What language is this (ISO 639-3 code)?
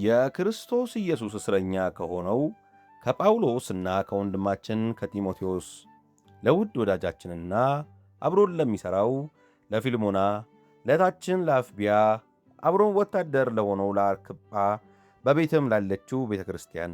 amh